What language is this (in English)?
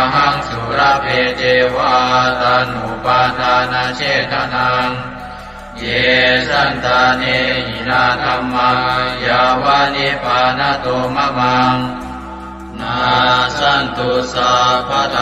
Pali